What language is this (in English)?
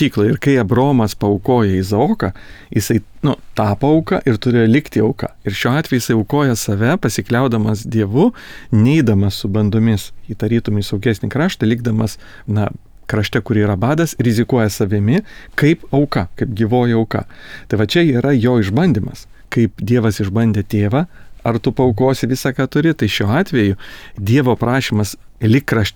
Lithuanian